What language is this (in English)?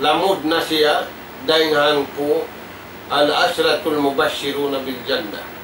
Tausug